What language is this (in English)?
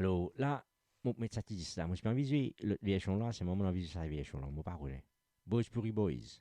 Morisyen